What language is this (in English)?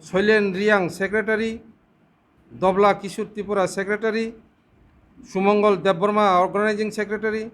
Kok Borok